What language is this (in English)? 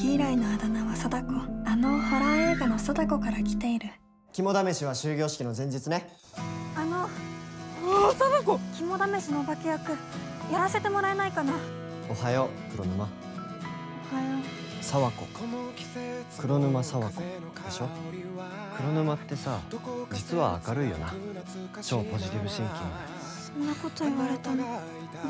Japanese